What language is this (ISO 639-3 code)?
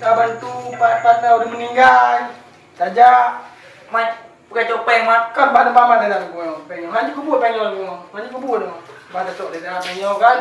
ace